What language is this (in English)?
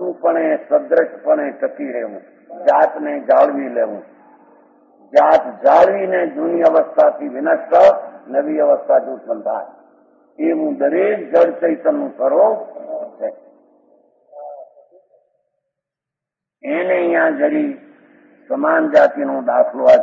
Gujarati